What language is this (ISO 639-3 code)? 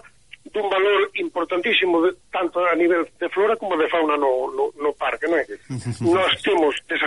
glg